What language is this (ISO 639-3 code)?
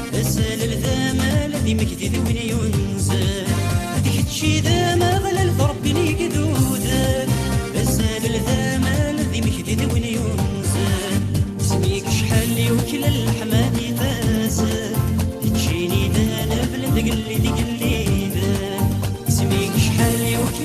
kab